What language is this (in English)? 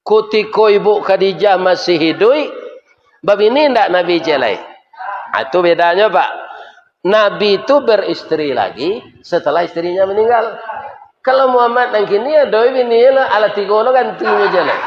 Minangkabau